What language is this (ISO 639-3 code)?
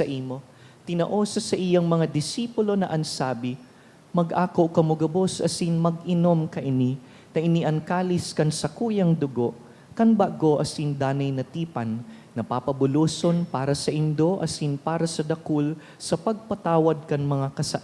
bik